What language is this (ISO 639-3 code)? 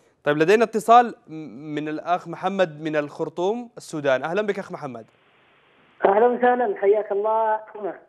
ara